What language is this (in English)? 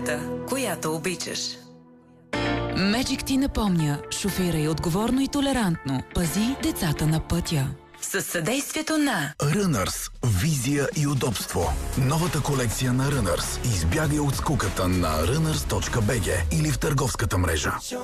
Bulgarian